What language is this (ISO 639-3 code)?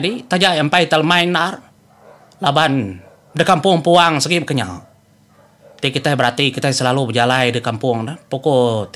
iba